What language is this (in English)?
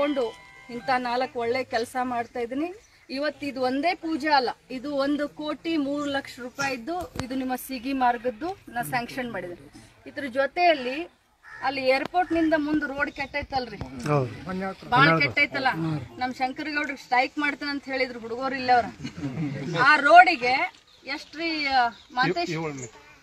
Kannada